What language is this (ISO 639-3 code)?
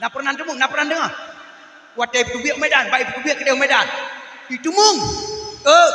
ace